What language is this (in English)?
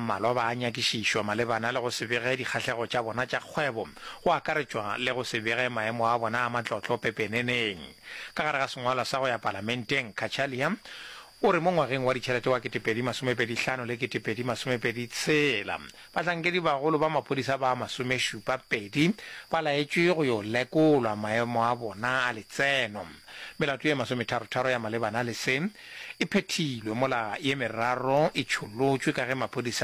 Northern Sotho